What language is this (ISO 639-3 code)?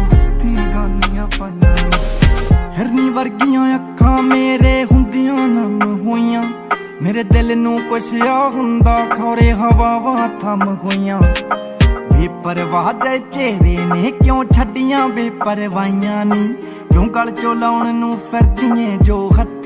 pan